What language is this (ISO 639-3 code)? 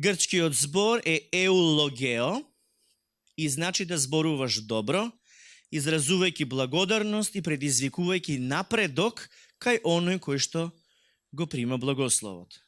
mkd